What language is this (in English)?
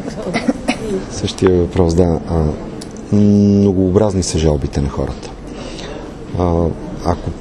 Bulgarian